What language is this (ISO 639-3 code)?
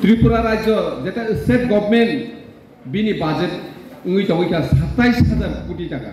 trp